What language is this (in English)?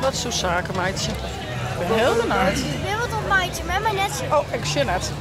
Western Frisian